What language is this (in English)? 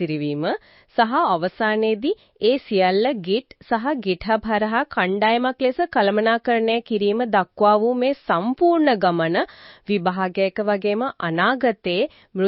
Sinhala